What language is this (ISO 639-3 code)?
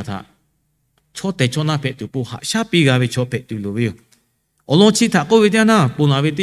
lhu